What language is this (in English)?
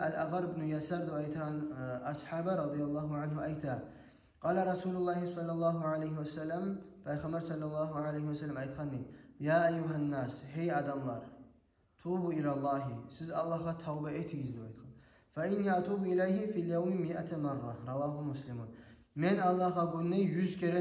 Kumyk